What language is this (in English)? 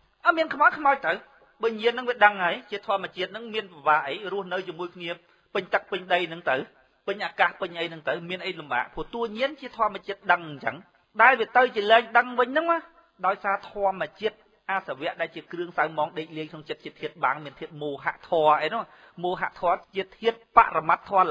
Khmer